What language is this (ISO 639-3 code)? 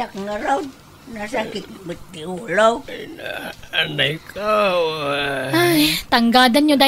ilo